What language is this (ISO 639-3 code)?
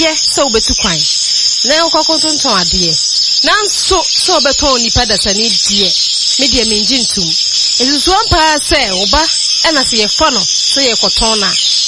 aka